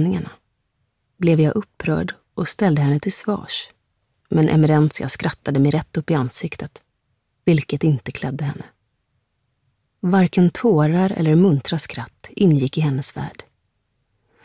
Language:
Swedish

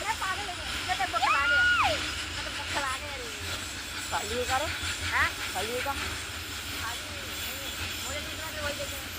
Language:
Chhattisgarhi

